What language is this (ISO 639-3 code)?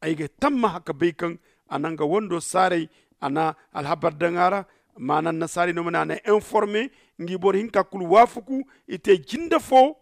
dje